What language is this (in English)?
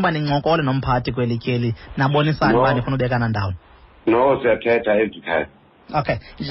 Xhosa